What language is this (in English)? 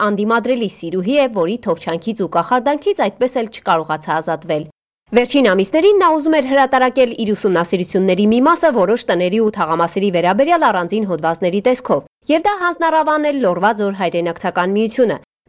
Armenian